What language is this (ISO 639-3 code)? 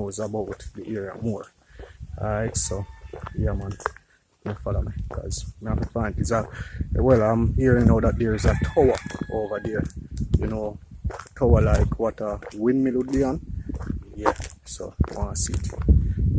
jam